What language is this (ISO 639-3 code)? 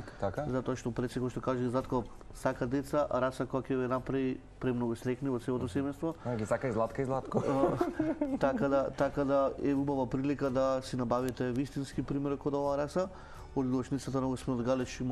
mkd